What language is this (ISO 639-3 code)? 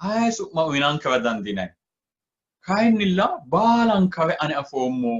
sid